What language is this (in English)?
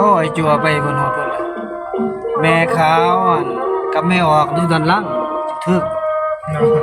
Northeastern Thai